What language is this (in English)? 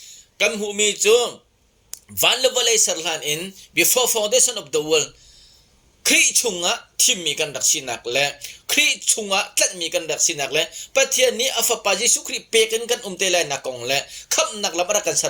Hakha Chin